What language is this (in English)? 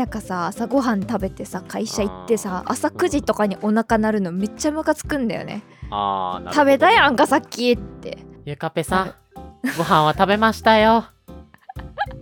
Japanese